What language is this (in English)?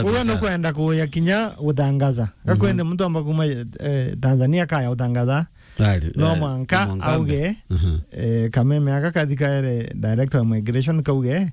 Meru